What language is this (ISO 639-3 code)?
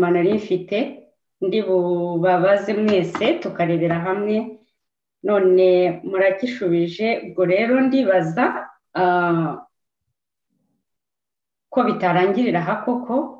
kin